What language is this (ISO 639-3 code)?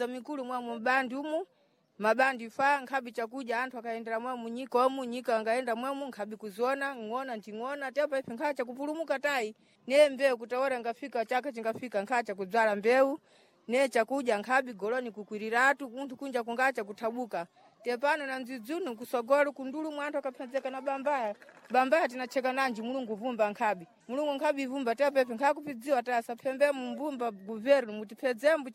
seh